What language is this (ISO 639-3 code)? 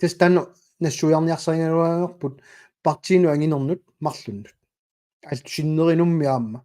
kal